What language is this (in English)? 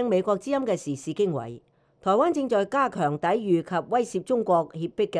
Cantonese